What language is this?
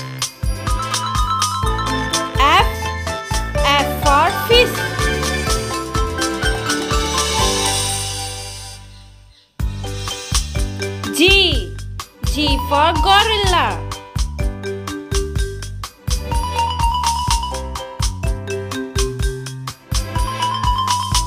English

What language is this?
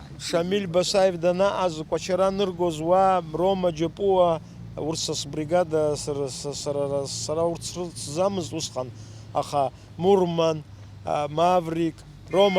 Abkhazian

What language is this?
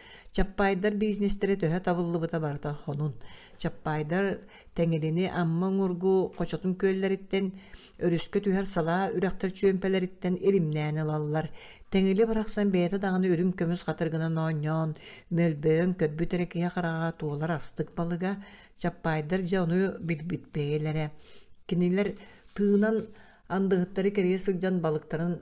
Yakut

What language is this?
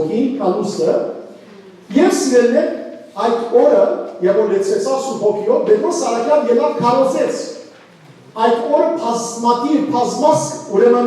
Western Armenian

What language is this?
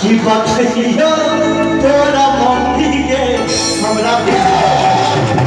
Maithili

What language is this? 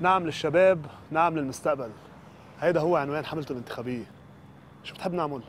North Levantine Arabic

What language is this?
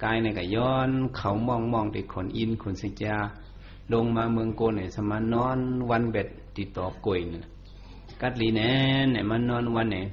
Shan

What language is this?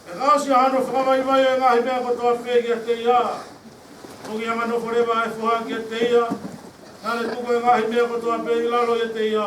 Tongan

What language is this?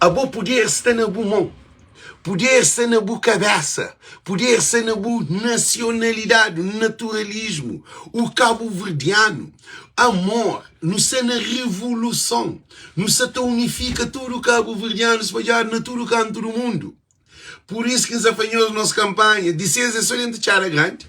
Kabuverdianu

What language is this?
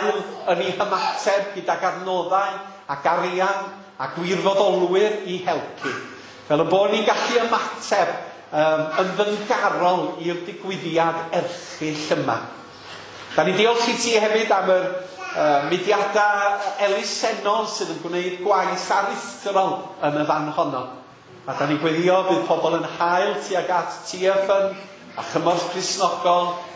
Welsh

